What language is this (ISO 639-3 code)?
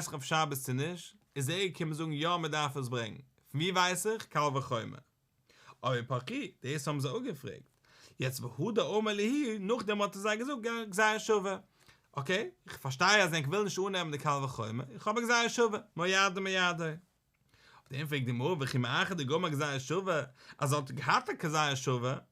yid